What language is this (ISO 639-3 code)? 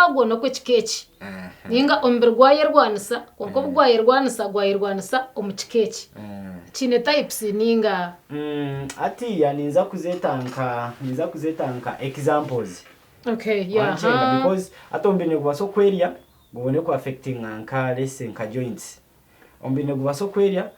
nyn